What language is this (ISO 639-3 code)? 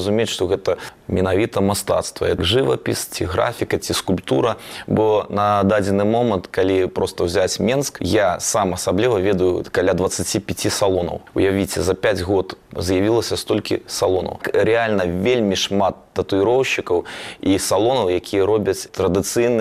bel